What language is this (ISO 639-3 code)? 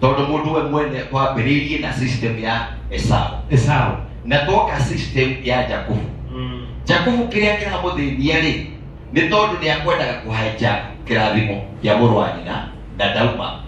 kik